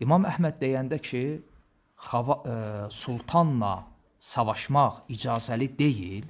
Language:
Azerbaijani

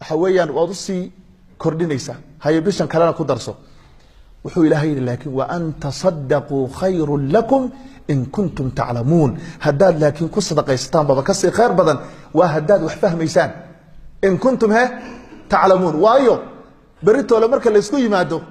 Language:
Somali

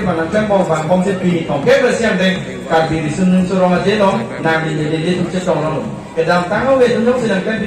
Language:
Karbi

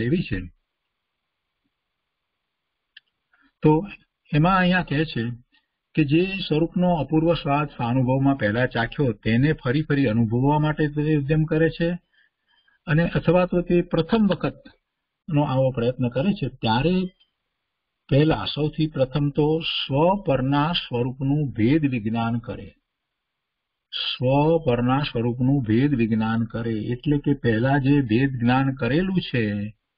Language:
Gujarati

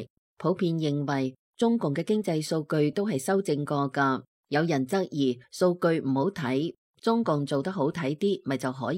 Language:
Cantonese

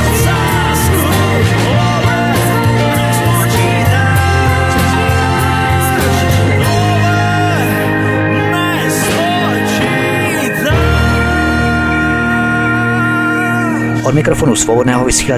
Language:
Czech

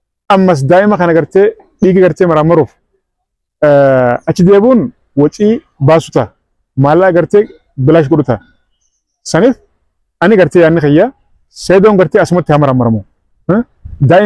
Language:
Oromo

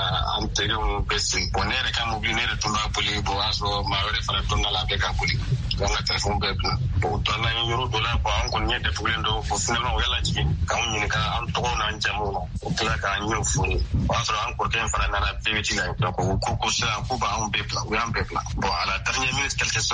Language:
Bambara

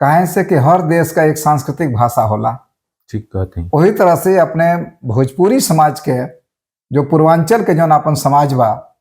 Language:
Bhojpuri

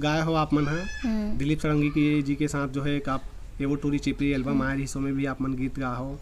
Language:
Chhattisgarhi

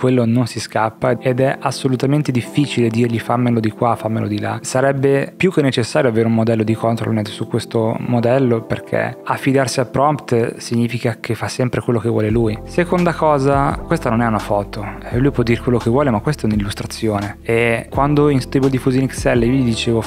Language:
Italian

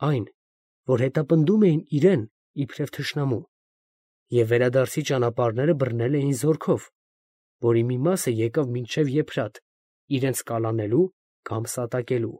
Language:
Armenian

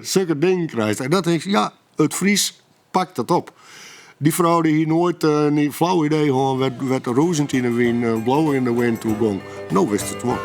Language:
Western Frisian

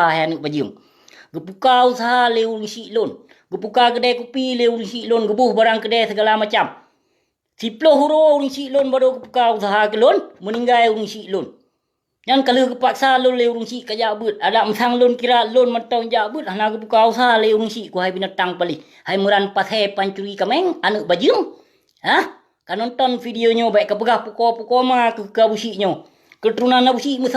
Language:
Achinese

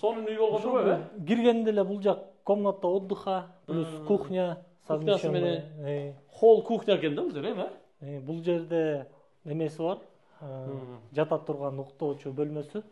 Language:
Kyrgyz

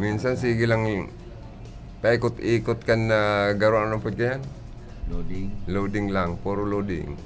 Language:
Bikol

